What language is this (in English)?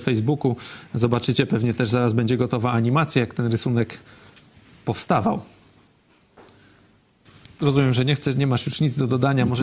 Polish